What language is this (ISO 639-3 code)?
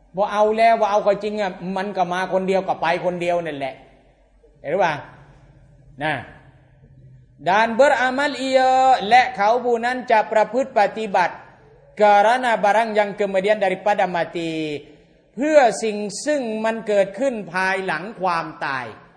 tha